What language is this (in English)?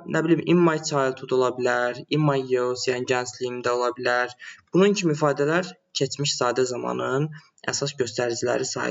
Azerbaijani